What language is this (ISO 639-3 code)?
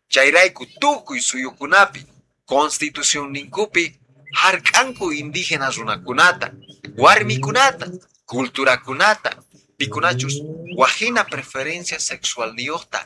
que